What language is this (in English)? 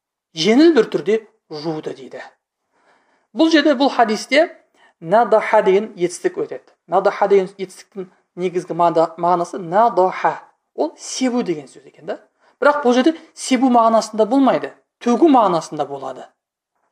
Kazakh